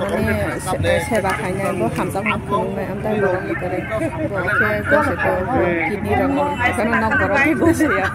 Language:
Kok Borok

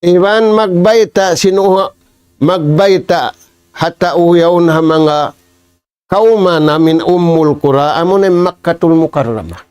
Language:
Tausug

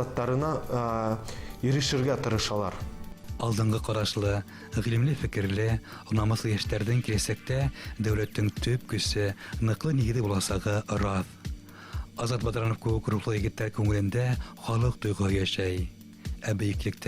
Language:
Bashkir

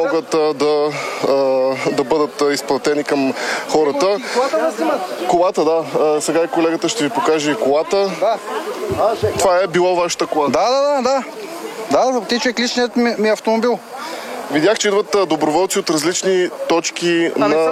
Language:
Bulgarian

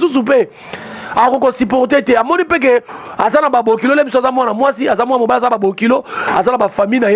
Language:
Lingala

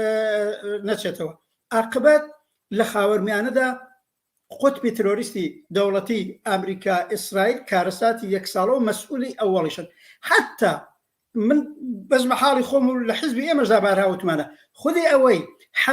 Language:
Central Kurdish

